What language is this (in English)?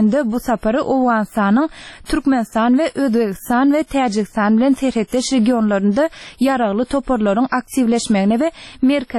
Turkmen